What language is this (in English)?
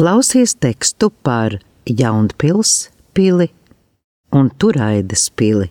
Latvian